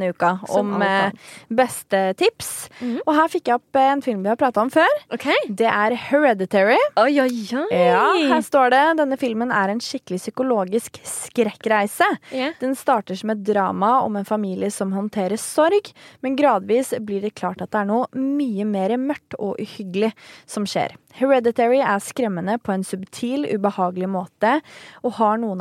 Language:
Norwegian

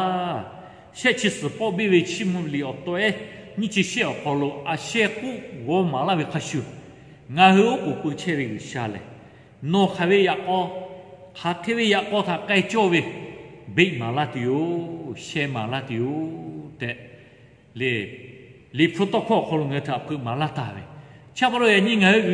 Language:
Lahu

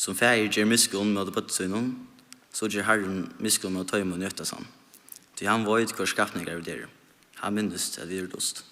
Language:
Faroese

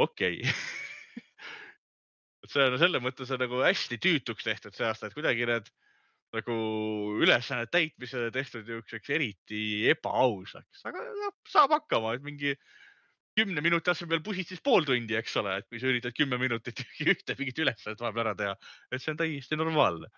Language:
Estonian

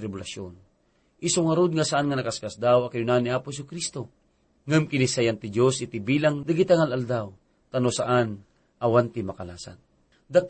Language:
Iloko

